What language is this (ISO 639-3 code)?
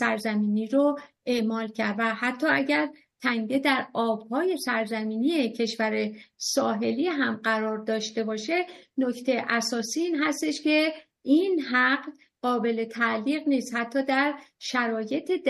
fas